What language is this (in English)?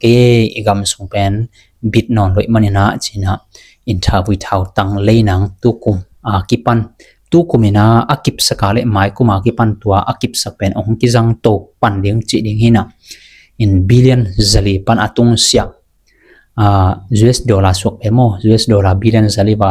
Tedim Chin